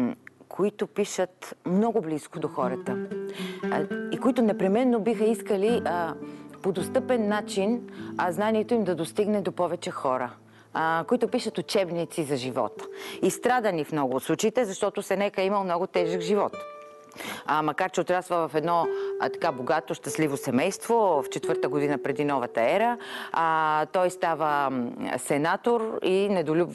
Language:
Bulgarian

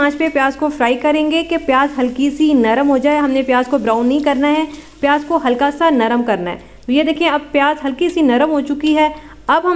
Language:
Hindi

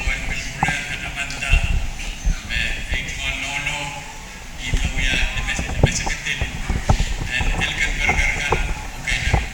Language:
Pohnpeian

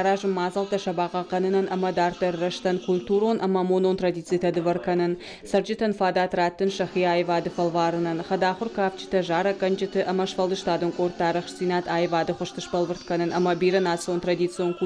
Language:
Ossetic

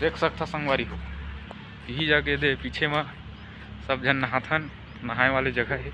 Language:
Chhattisgarhi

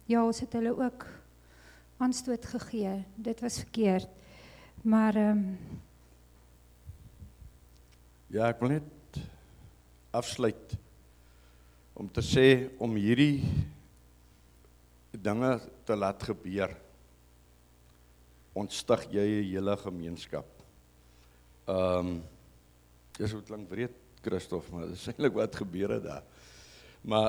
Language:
Afrikaans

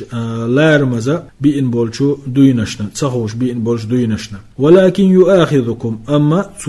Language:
Chechen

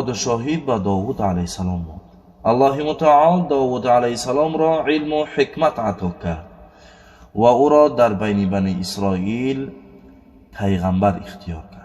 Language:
Tajik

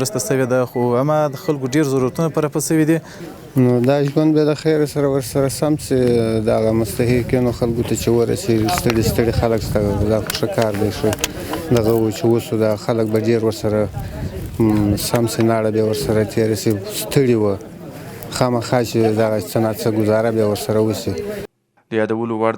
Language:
Pashto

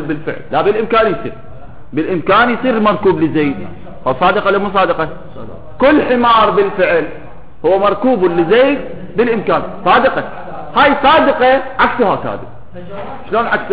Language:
Mesopotamian Arabic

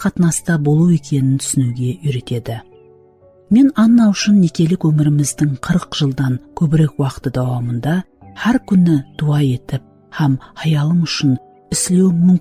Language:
Kara-Kalpak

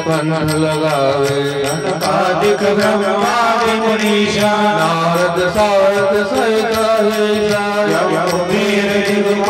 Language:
Gujarati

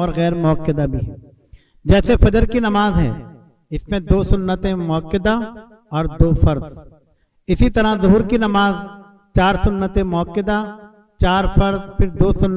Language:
Urdu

